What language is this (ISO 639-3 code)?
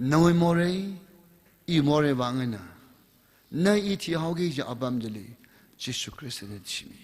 nmf